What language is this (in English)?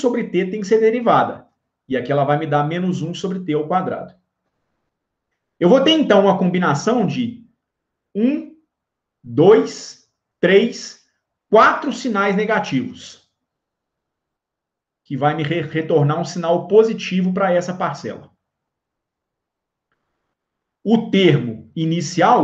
Portuguese